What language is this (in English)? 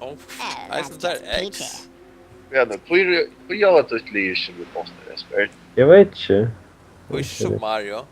Faroese